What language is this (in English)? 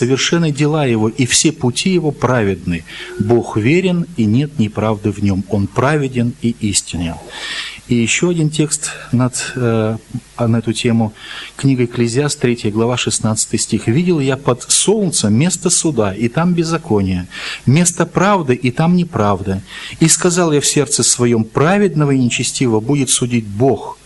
Russian